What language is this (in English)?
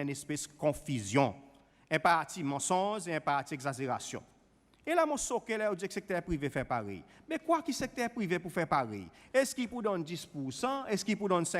Seselwa Creole French